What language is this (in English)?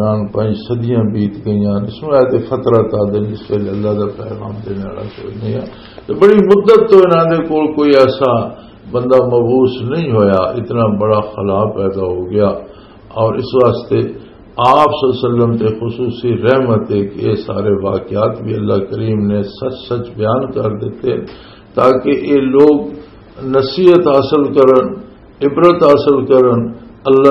Western Panjabi